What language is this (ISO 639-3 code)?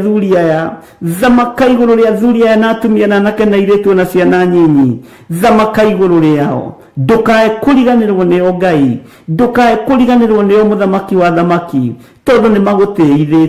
kik